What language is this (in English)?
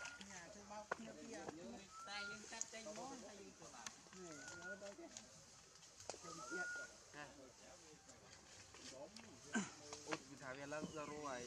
Vietnamese